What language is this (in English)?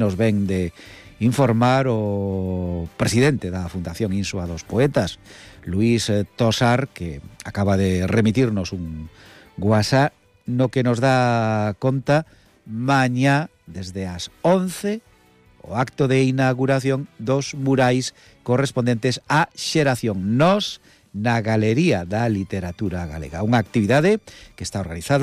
Galician